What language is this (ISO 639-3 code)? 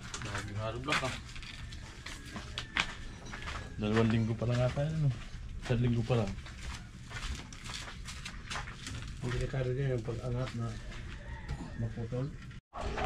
fil